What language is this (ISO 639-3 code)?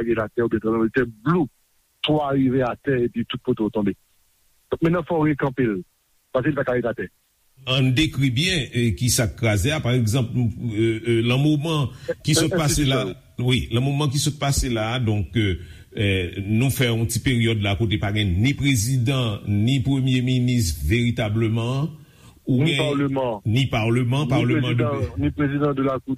hat